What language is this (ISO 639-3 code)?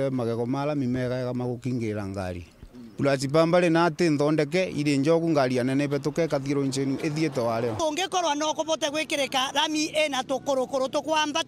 mer